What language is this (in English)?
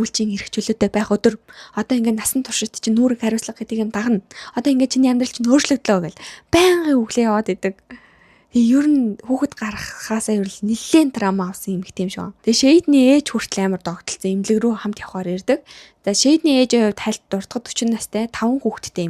Mongolian